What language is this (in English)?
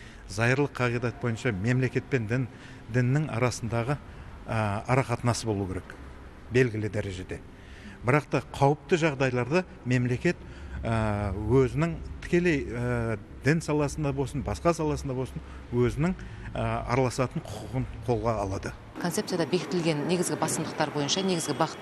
Kazakh